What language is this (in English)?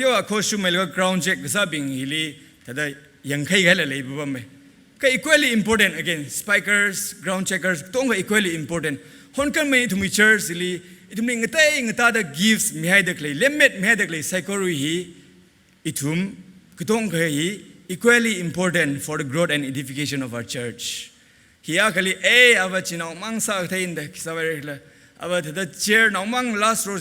Tangkhul Naga (India)